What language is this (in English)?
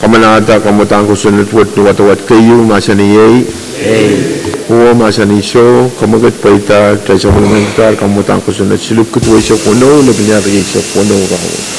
Pohnpeian